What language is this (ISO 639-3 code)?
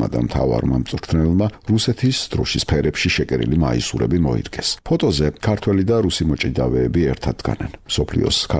kat